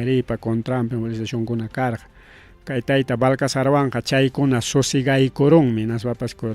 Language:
Ayacucho Quechua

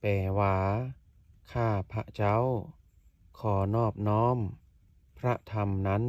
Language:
Lao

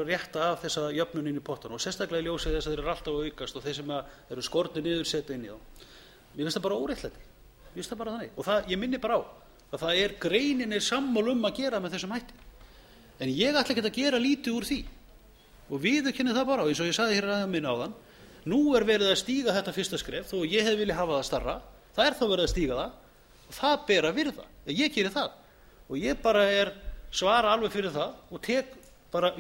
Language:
Icelandic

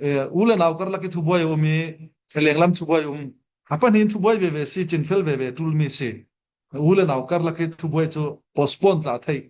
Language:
Falam Chin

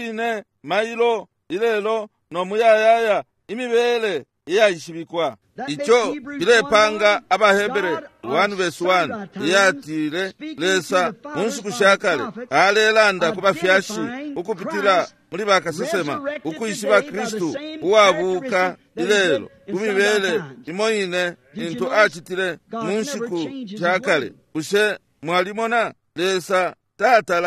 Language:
Bemba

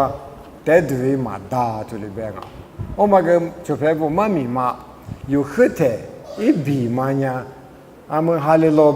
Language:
Lisu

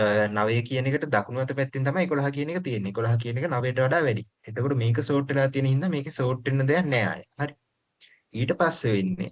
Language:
Sinhala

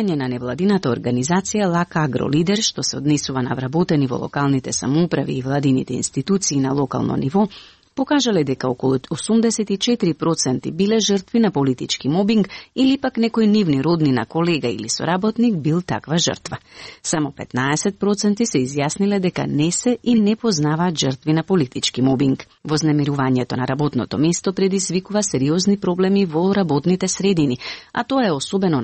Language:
Macedonian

